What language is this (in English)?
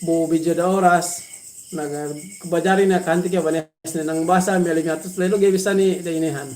Yakan